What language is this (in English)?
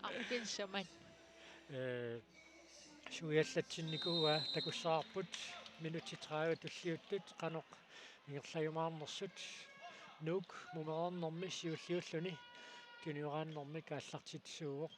Kalaallisut